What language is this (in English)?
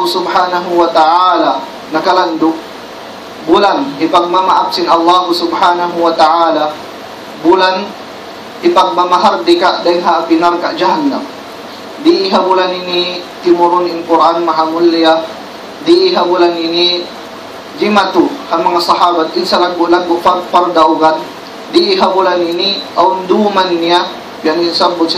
Tausug